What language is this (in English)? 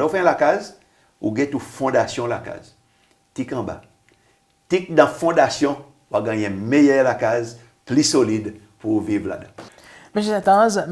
Seselwa Creole French